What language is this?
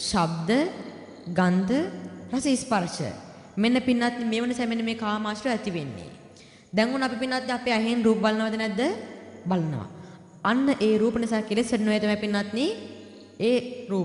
Sinhala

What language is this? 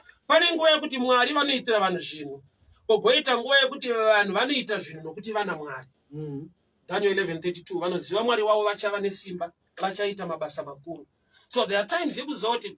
Shona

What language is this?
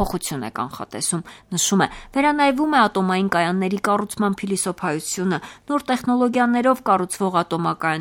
Armenian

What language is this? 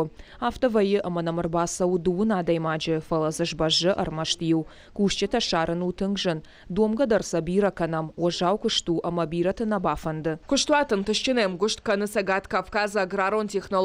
Ossetic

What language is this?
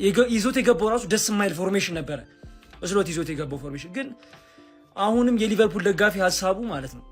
Amharic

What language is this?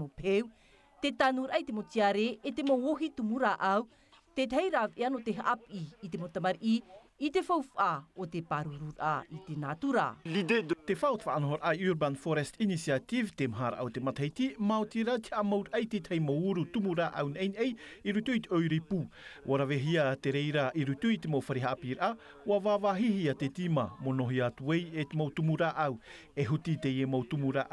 Tahitian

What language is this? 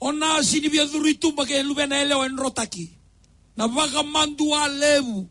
Fijian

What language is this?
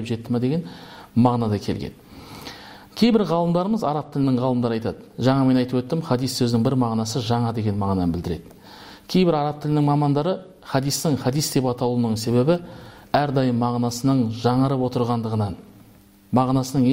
Kazakh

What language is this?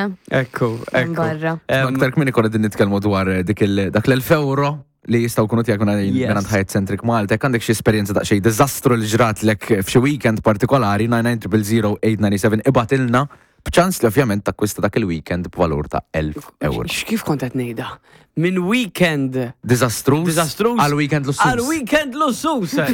Maltese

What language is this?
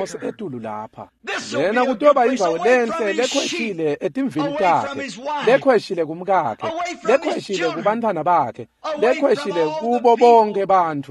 Swati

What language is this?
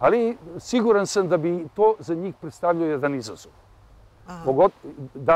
Serbian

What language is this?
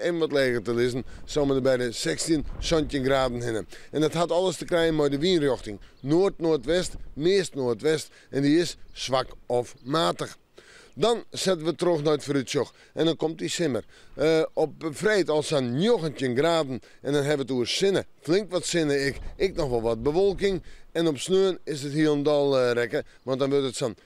Western Frisian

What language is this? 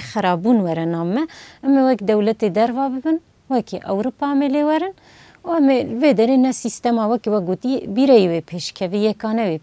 Kurdish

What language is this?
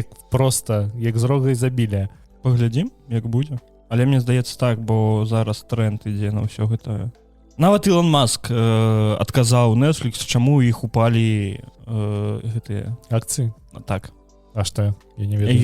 Belarusian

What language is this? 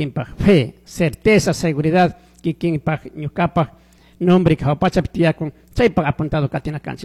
Chimborazo Highland Quichua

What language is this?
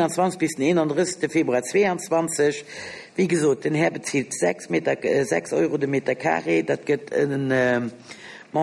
Luxembourgish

